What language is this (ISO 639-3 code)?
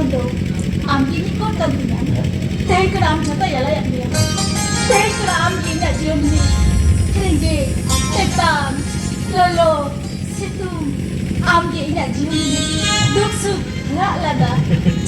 sat